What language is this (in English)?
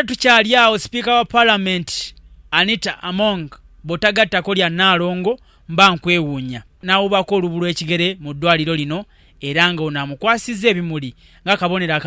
Ganda